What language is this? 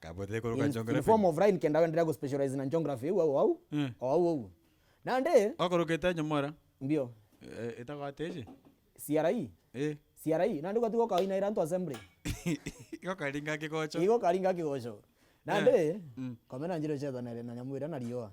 Meru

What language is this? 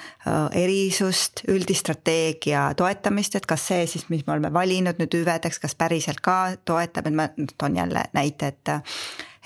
Estonian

